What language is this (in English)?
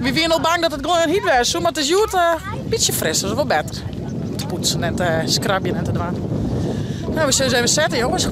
Western Frisian